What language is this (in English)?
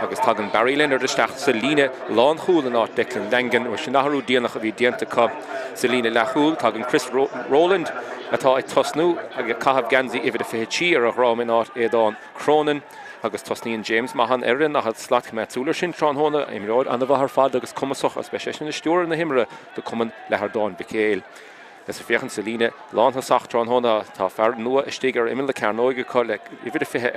Irish